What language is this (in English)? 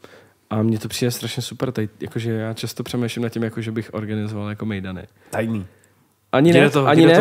Czech